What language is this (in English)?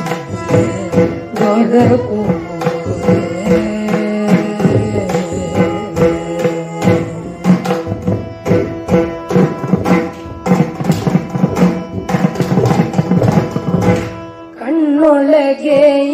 Kannada